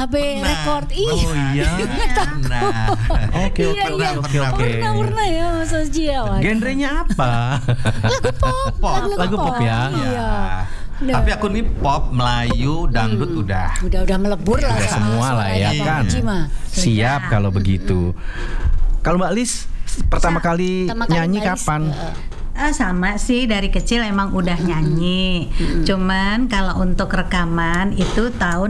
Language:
Indonesian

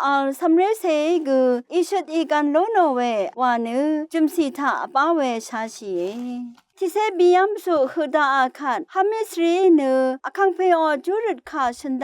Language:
Rawang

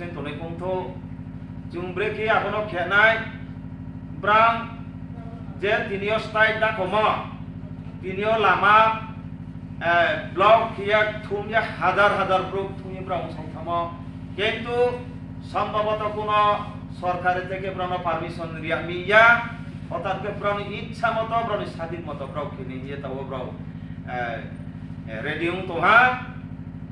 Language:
Riang (India)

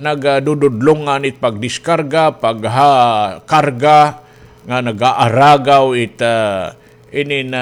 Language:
Waray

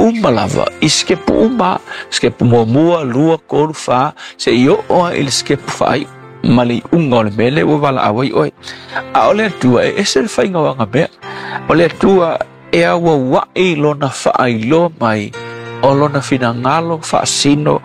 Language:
Samoan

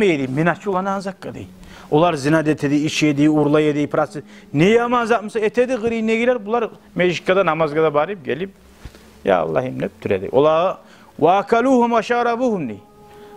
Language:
Kumyk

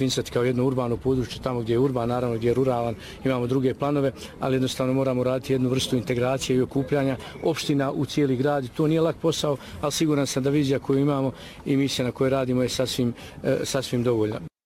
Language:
Bosnian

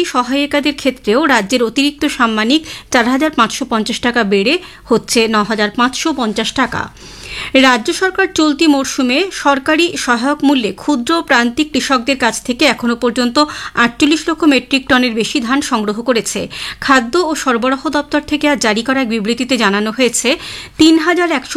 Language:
Bangla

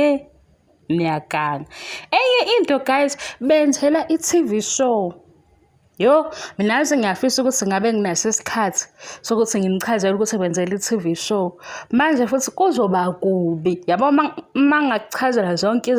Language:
Zulu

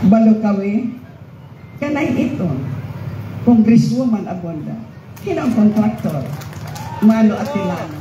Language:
Waray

